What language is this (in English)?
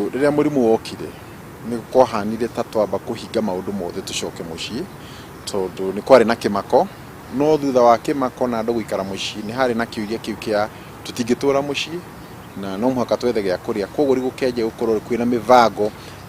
Kikuyu